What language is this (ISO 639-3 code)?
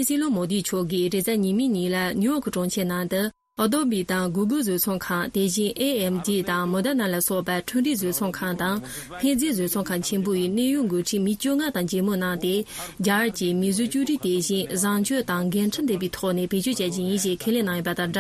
bod